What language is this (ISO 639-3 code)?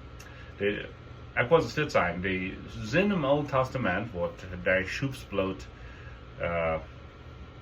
pdt